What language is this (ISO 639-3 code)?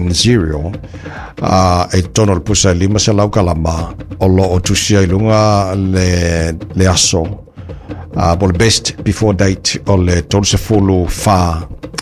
smo